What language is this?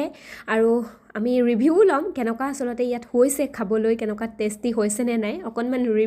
Assamese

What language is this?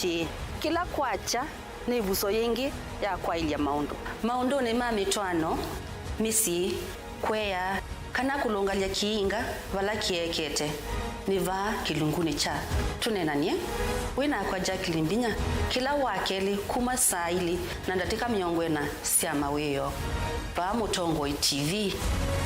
Kamba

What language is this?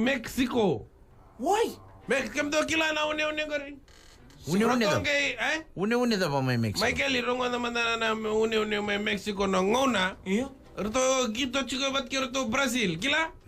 Fijian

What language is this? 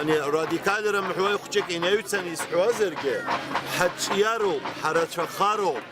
Abkhazian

